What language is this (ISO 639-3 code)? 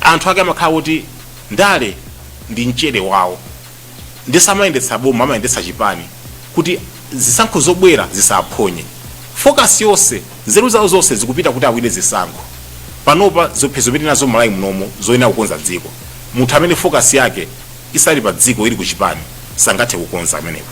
nya